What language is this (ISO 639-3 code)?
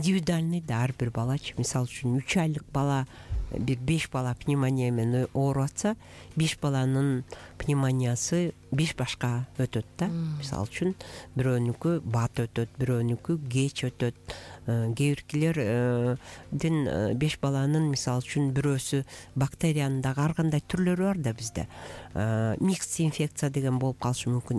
kir